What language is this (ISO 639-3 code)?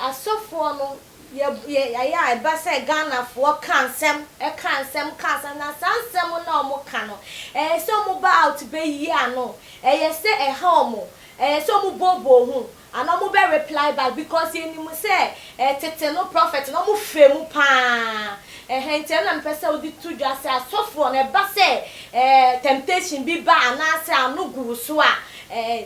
aka